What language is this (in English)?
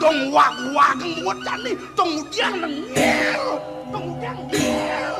Balinese